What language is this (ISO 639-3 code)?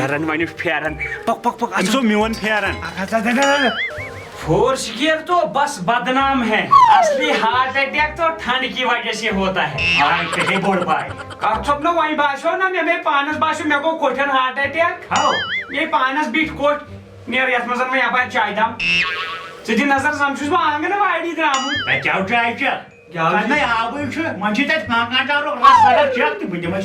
kas